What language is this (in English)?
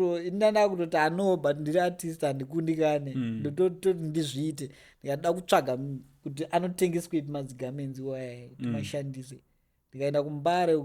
Shona